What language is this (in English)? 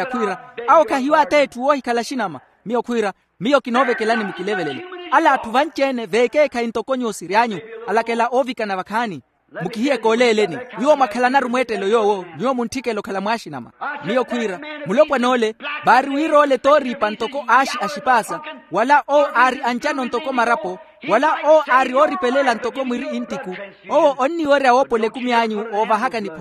Makhuwa